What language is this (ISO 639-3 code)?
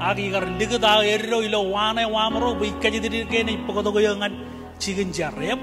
mah